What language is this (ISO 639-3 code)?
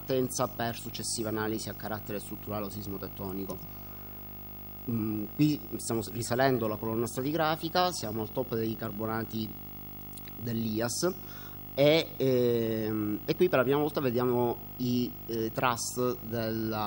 ita